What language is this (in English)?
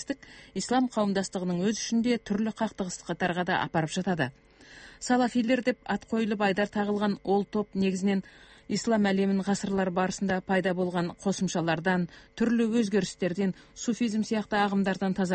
Kazakh